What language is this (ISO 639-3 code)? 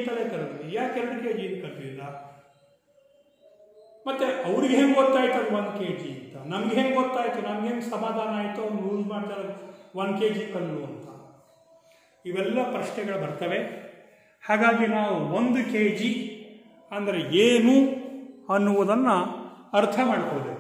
kan